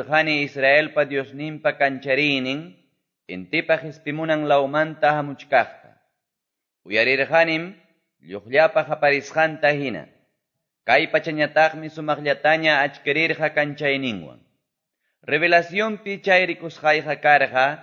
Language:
Quechua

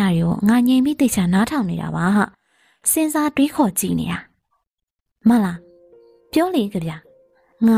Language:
Burmese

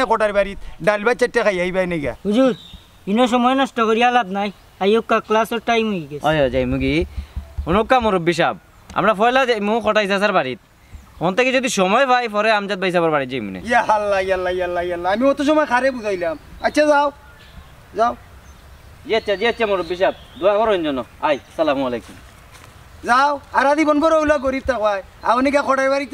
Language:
Sylheti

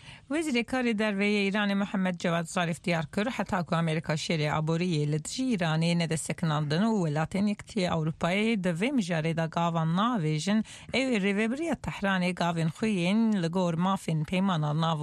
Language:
Central Kurdish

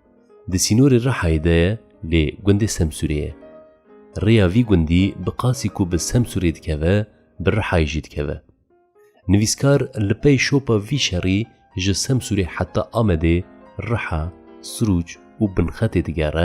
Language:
Kurdish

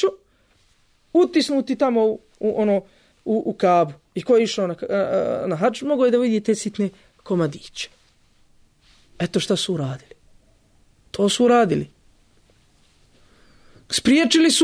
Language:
Bosnian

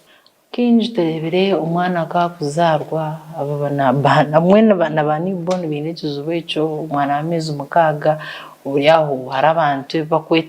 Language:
Nyankole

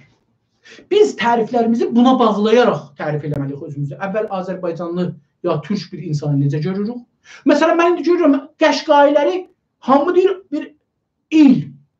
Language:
South Azerbaijani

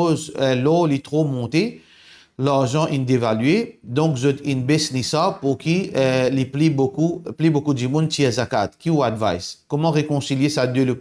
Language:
Morisyen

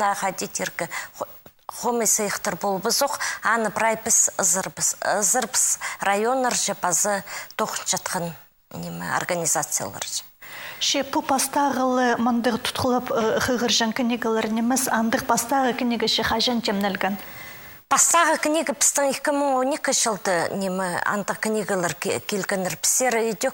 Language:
Khakas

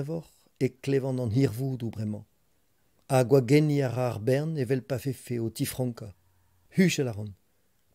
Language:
Breton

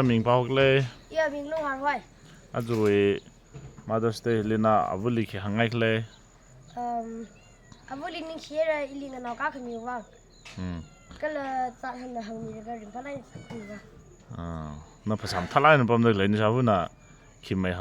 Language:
Tangkhul Naga (India)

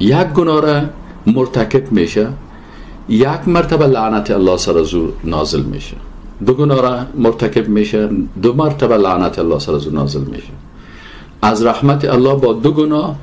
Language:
Persian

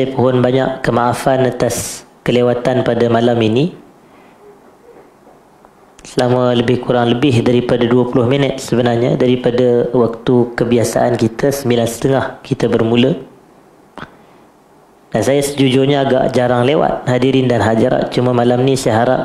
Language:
Malay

